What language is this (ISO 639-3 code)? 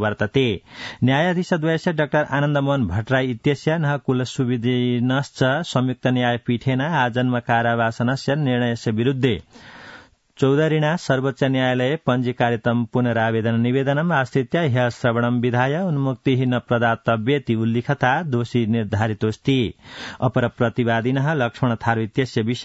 san